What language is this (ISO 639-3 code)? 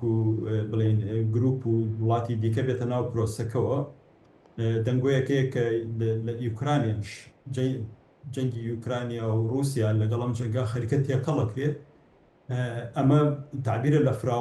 ckb